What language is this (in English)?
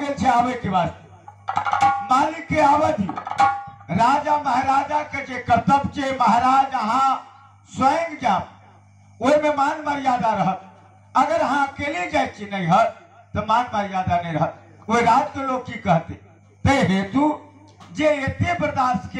Maithili